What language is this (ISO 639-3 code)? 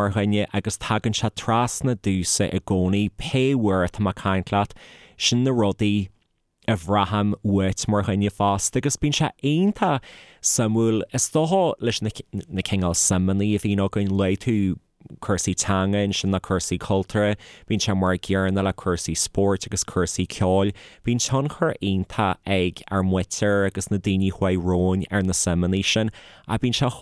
gle